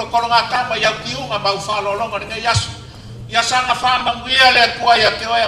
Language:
Samoan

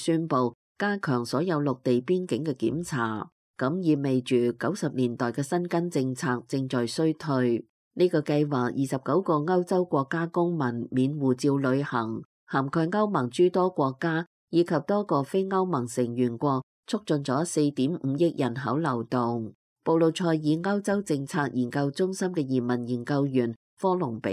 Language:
Cantonese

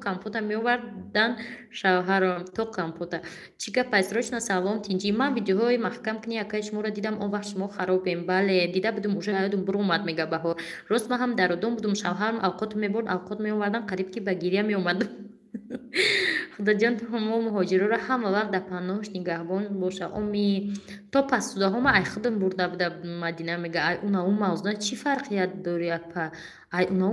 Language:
Tajik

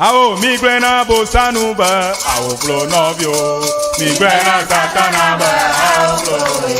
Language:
Ewe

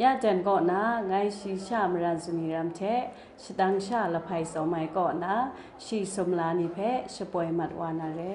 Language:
Kachin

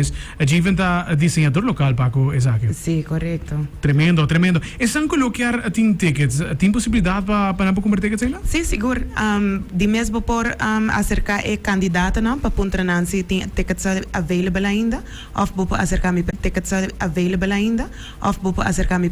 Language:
Papiamento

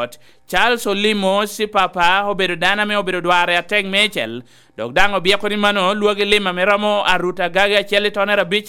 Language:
Lango (Uganda)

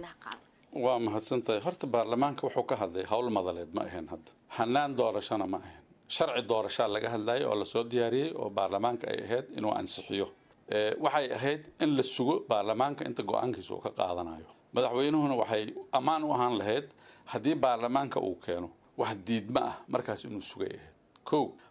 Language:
Somali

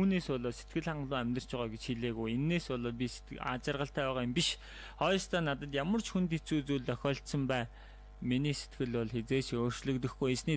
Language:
Mongolian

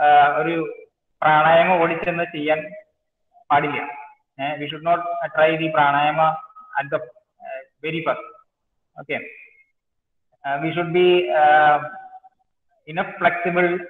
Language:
Malayalam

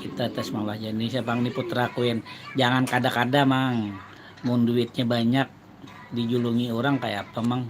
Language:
Banjar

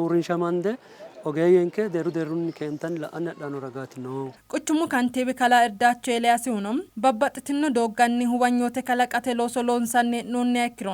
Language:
Sidamo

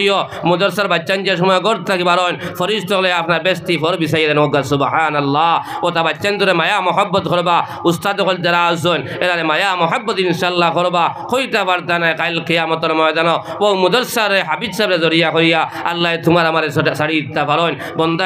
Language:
Sylheti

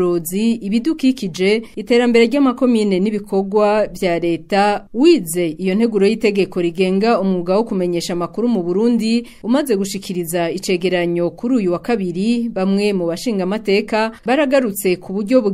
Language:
Rundi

